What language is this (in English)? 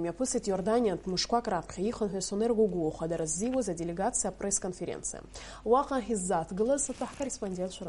Abkhazian